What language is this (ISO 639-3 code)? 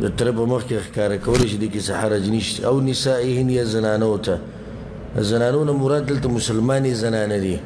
pus